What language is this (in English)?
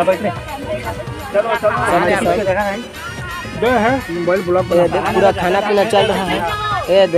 Chhattisgarhi